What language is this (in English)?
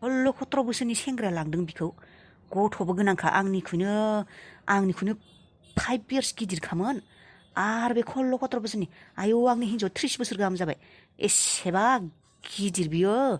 Bodo